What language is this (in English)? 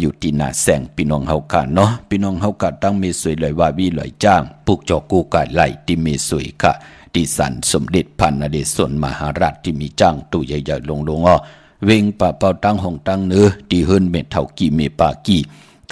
Shan